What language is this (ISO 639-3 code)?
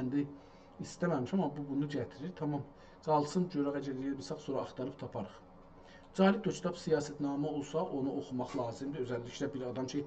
azb